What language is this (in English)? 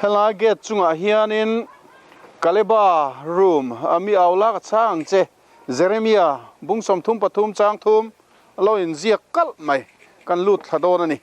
Mizo